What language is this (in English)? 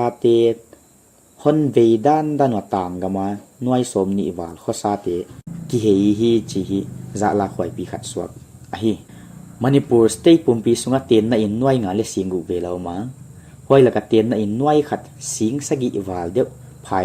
Paite Chin